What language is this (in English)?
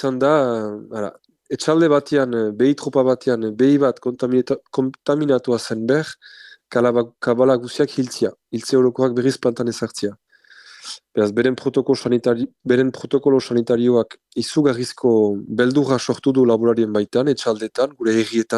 Basque